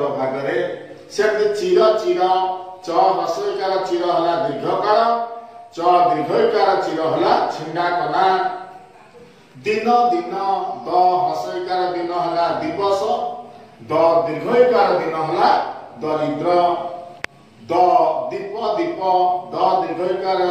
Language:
Odia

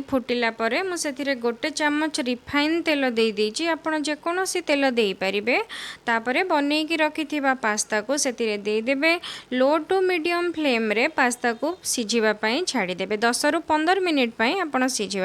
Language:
Odia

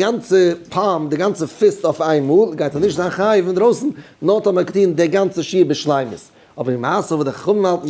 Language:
Yiddish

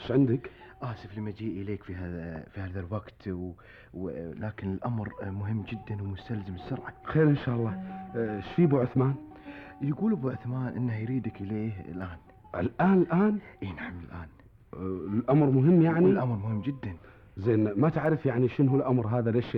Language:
Gulf Arabic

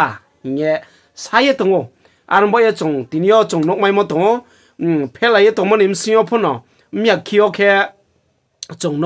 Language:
Riang (India)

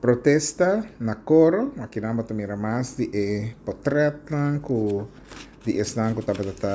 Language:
Papiamento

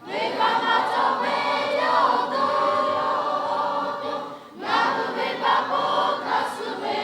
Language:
Lahu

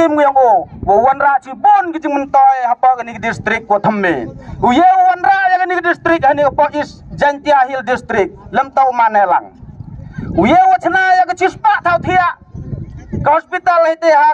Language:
Khasi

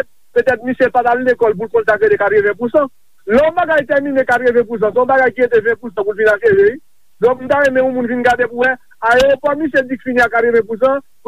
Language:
Haitian Creole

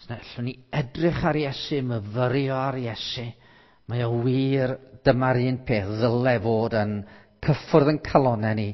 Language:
Welsh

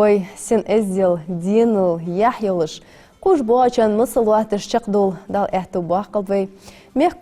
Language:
Ingush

